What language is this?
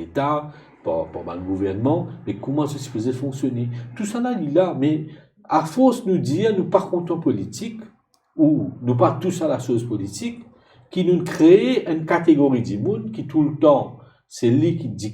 Morisyen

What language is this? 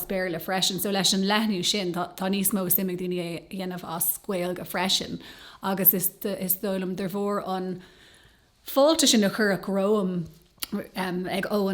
Irish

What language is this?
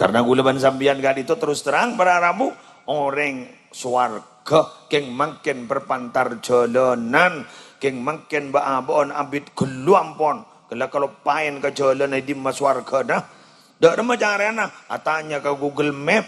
Madurese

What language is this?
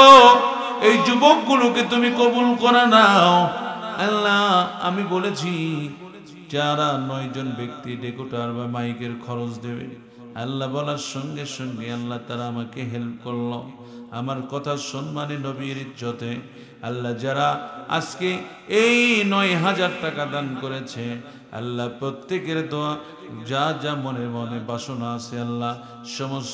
Bangla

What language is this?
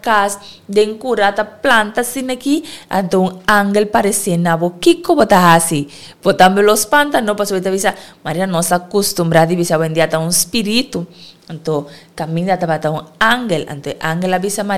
Papiamento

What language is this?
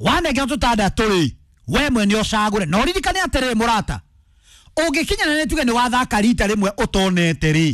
Kikuyu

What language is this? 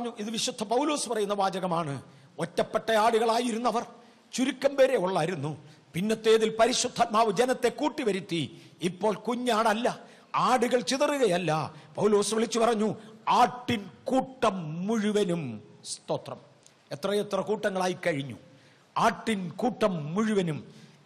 Malayalam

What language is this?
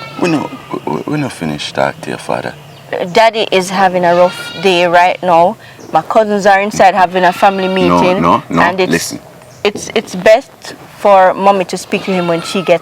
Jamaican Creole English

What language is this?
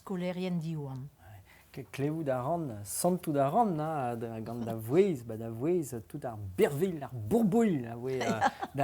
Breton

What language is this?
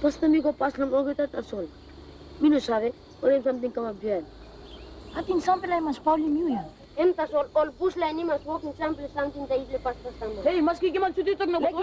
Tok Pisin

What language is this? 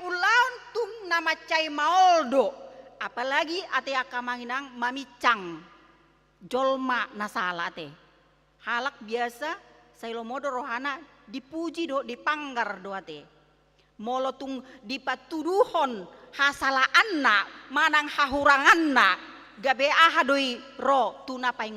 Batak Toba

